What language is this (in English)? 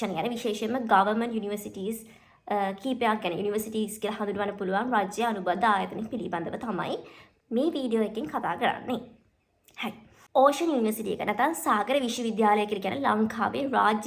Sinhala